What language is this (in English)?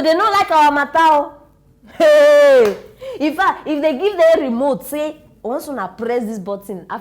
Nigerian Pidgin